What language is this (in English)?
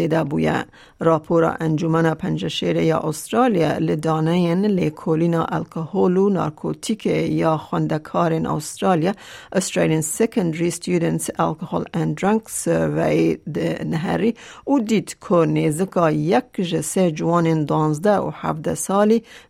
Kurdish